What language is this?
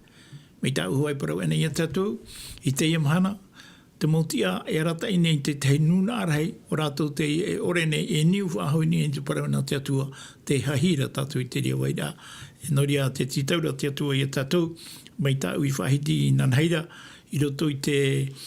Tahitian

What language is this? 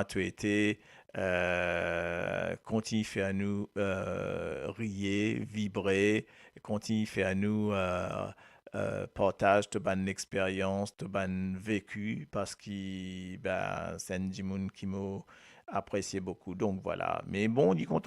Morisyen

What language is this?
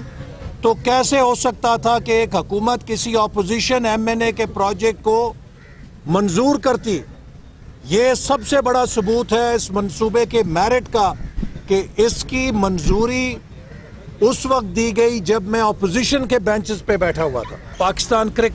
Urdu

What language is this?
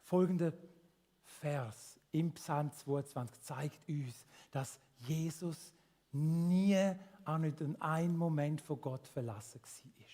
Swiss German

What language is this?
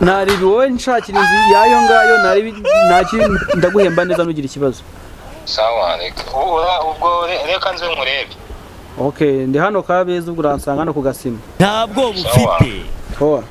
Kinyarwanda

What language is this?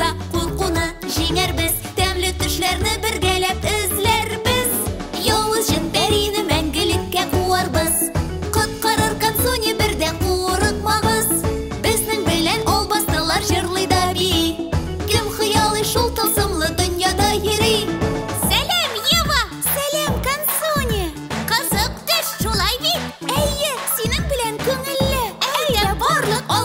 Tatar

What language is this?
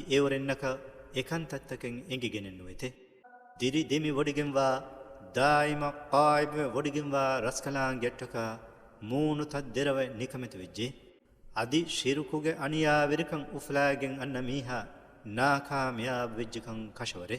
Divehi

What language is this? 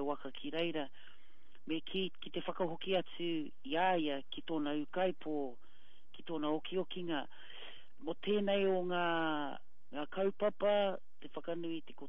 Māori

